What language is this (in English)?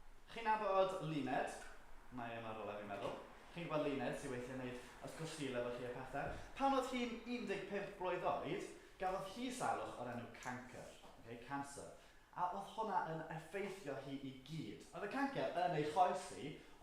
Welsh